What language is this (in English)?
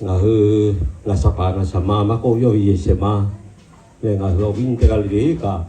Lahu